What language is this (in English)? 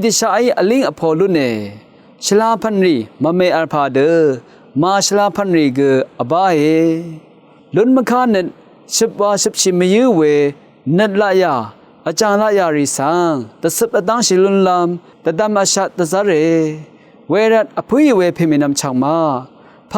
Rawang